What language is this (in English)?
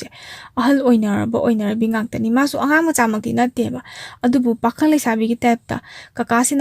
Manipuri